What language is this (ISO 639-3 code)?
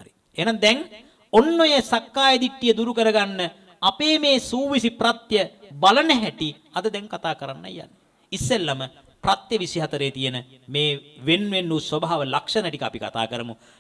sin